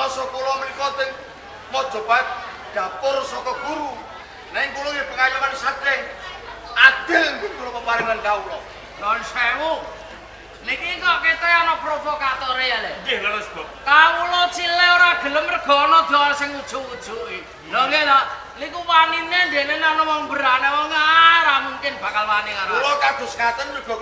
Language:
Javanese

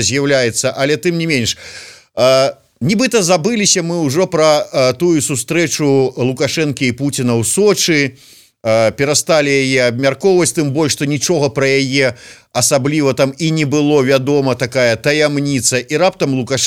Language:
Belarusian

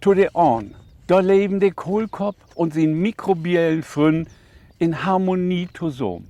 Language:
Low German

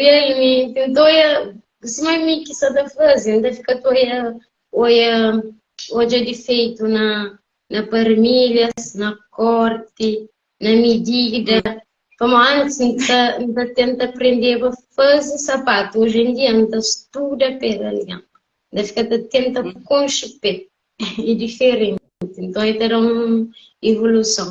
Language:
Kabuverdianu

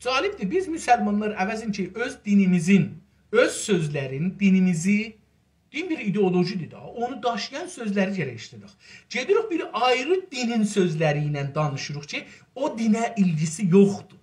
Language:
South Azerbaijani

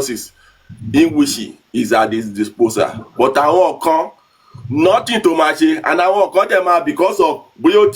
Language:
Yoruba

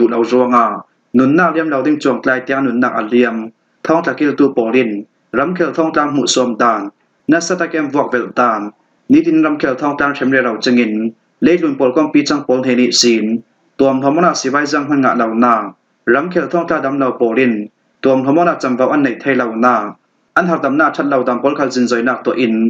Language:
Falam Chin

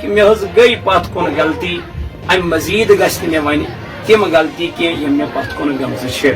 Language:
Kashmiri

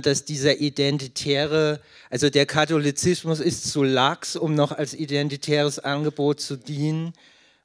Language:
German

